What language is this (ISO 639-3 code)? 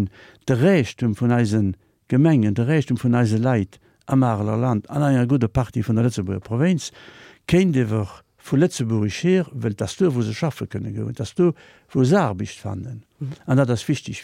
ltz